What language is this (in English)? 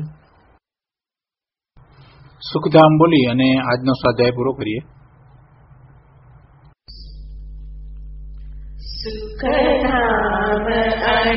Gujarati